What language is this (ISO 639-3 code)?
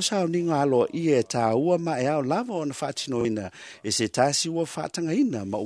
smo